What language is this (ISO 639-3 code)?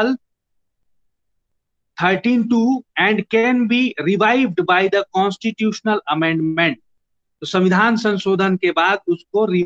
hin